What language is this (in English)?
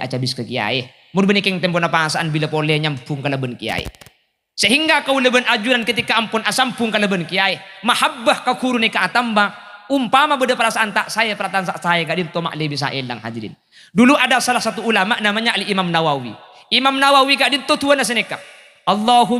Madurese